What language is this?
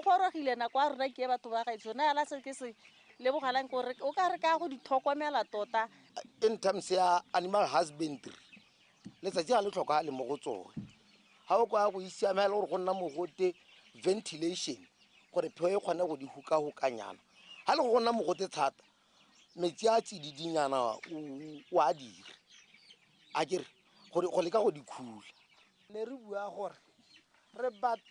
Tswana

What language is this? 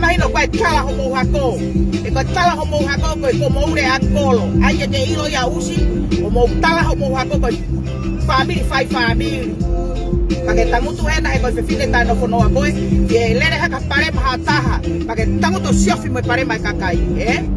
Tongan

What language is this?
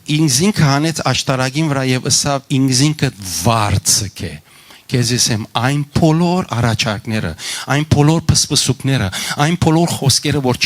Western Armenian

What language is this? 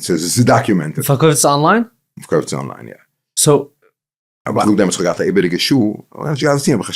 Yiddish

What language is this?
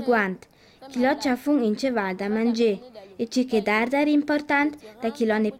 Ladin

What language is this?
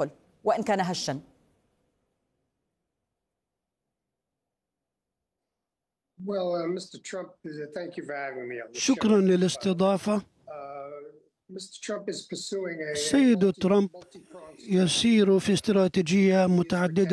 Arabic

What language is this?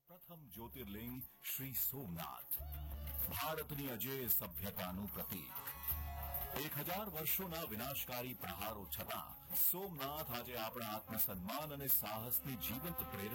Gujarati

